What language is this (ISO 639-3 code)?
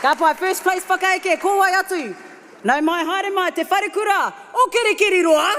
mri